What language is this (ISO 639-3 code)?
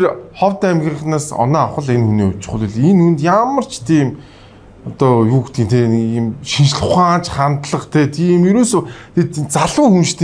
mon